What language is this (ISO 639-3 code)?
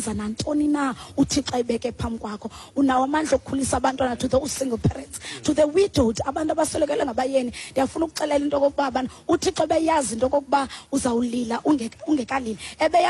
xho